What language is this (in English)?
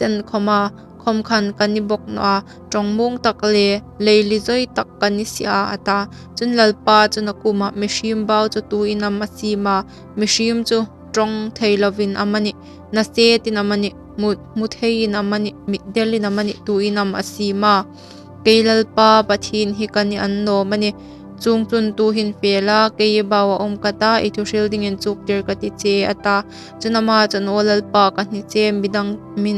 Hmar